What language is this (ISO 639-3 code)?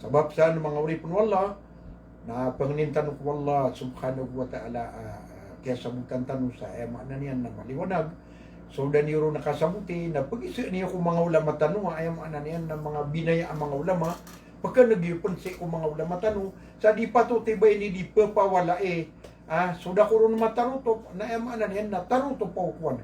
mrw